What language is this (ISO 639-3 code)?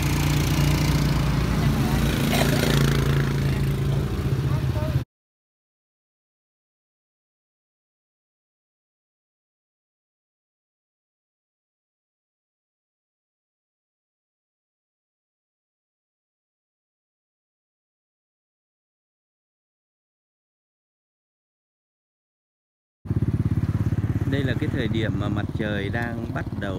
vie